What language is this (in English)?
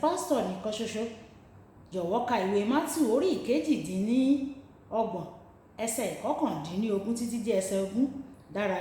Yoruba